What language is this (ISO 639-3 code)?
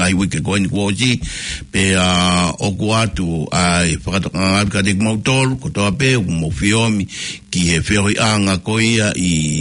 ton